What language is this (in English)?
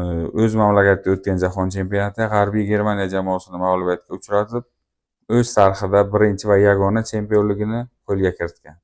Uzbek